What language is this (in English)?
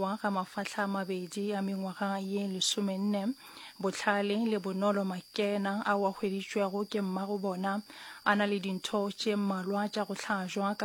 Northern Sotho